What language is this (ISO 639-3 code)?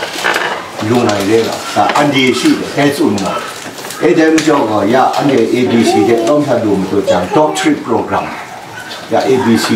kac